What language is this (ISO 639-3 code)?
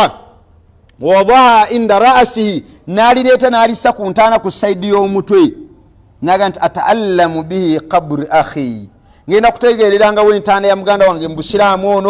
lug